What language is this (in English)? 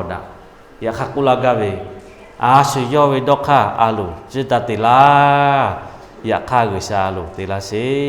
Lahu